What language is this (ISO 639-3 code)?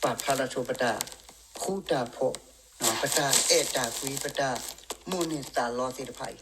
ksw